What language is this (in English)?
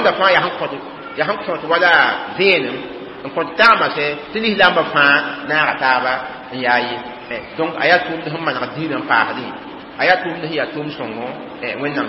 Mossi